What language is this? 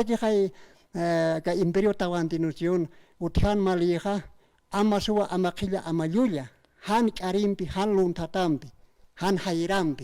Aymara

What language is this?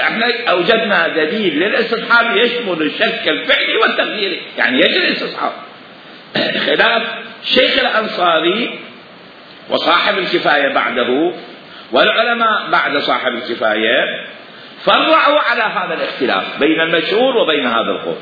Mesopotamian Arabic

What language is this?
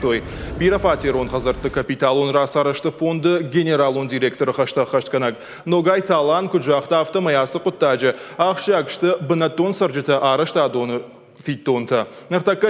Ossetic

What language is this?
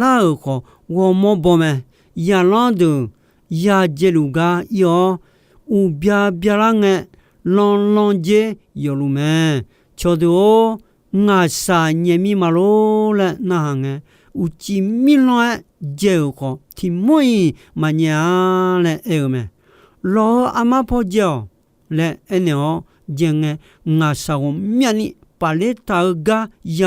Akha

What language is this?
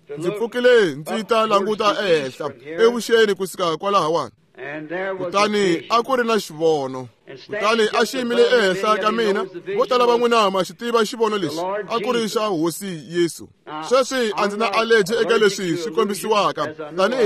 Tsonga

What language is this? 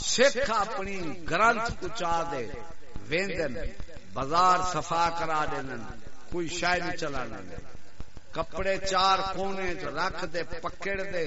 Saraiki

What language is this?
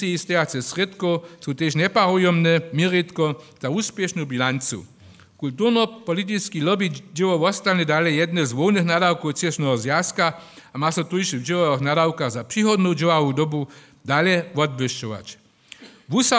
Upper Sorbian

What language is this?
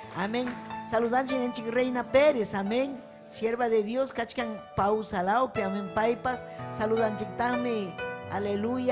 Ayacucho Quechua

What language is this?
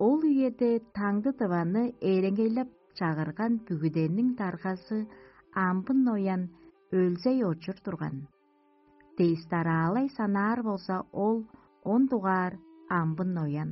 Tuvinian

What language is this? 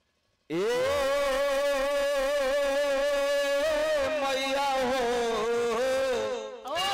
Bhojpuri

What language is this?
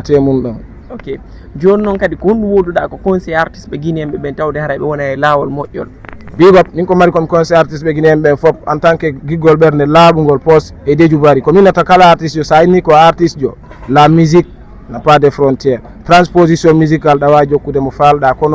Fula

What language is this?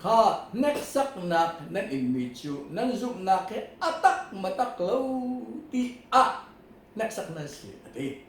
Hakha Chin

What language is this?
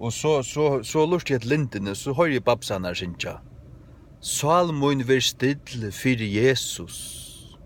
Faroese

